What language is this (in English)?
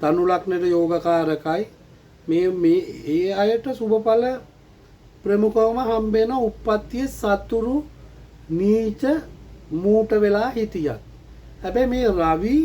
Sinhala